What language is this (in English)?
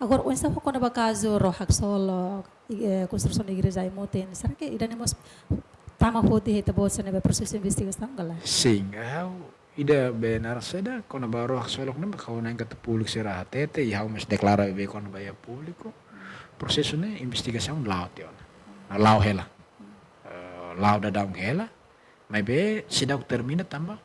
Tetum